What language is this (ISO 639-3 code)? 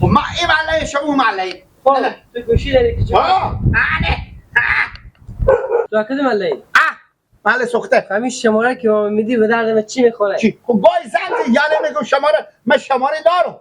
fas